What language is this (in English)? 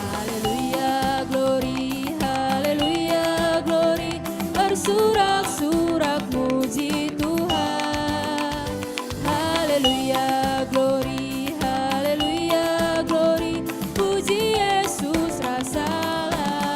Batak Karo